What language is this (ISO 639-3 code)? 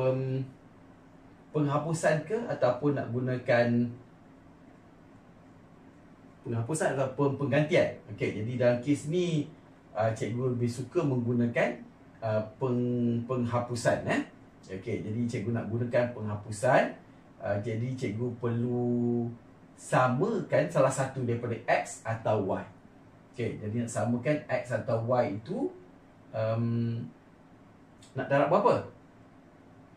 msa